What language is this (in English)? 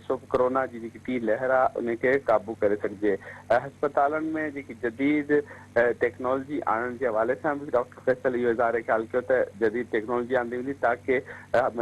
Sindhi